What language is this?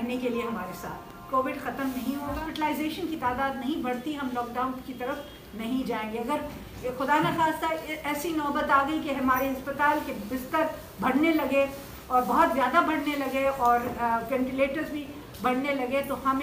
Urdu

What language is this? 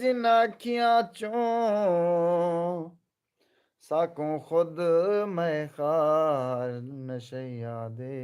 Saraiki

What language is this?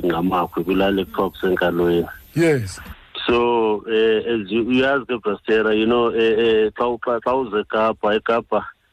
Xhosa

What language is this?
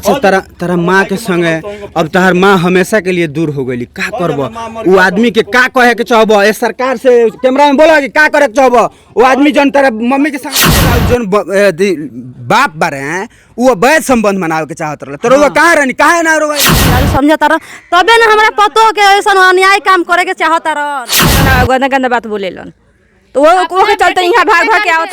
Bhojpuri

